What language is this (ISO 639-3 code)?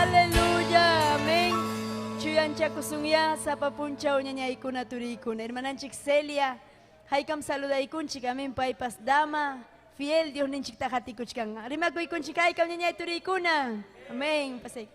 quy